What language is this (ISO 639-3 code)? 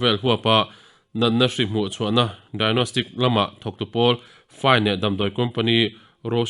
lus